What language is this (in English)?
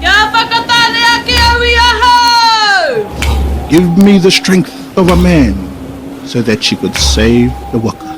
Māori